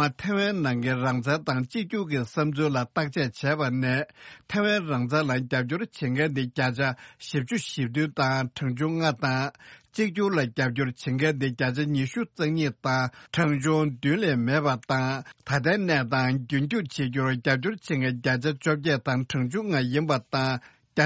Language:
Tibetan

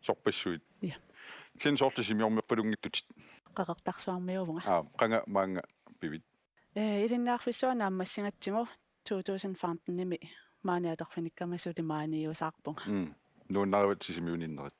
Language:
Kalaallisut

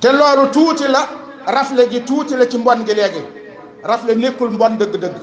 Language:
Wolof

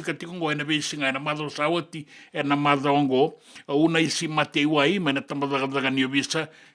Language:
Fijian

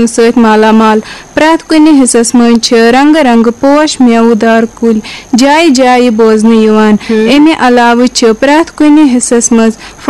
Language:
Kashmiri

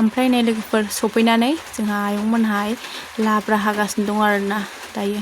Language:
Bodo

